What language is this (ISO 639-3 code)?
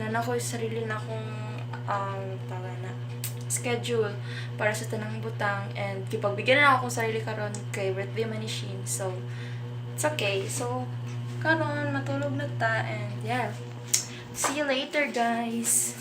ceb